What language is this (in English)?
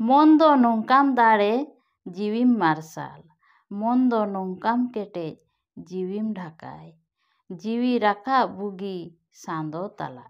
Santali